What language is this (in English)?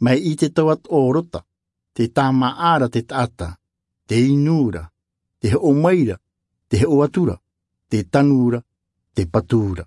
Tahitian